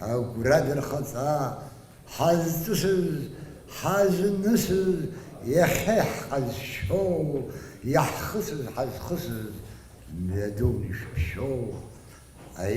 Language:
Abkhazian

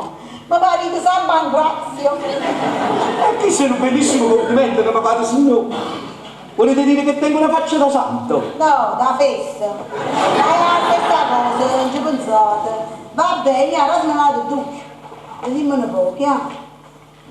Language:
Neapolitan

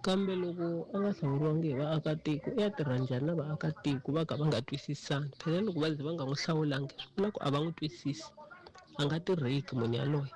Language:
Tsonga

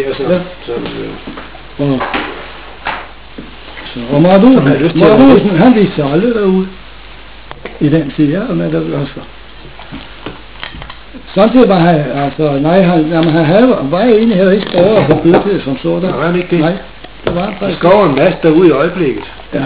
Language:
Danish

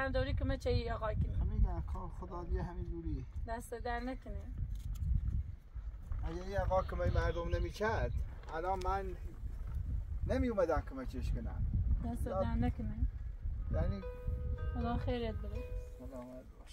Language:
Persian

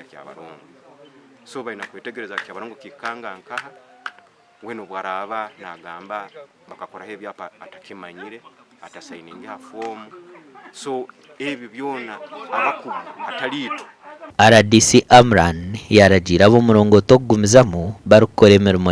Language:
Nyankole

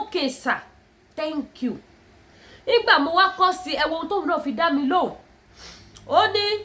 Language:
Yoruba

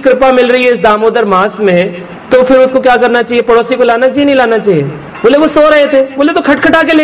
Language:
Hindi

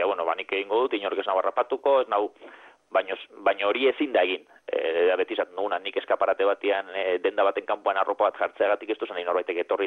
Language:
Basque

